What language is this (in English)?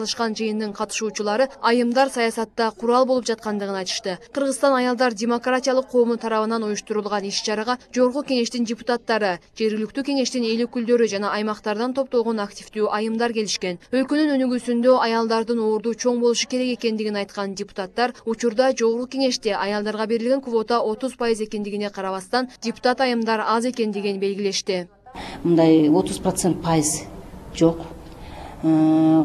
Kyrgyz